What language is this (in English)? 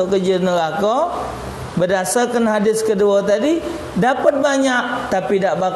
Musi